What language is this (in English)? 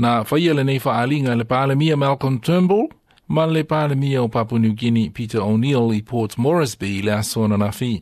Samoan